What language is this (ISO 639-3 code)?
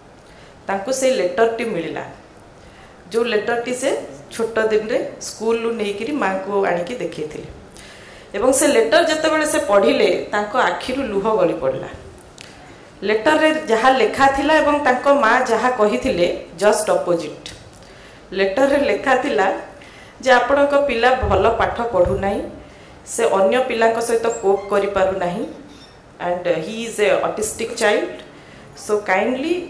ori